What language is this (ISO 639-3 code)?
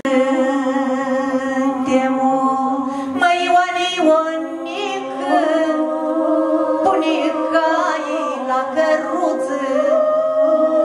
ron